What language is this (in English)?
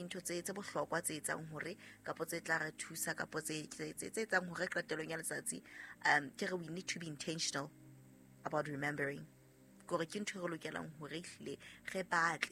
Southern Sotho